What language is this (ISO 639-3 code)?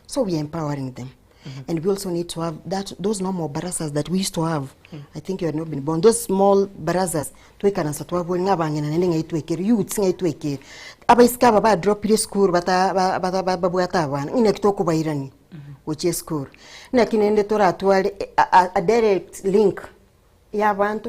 guz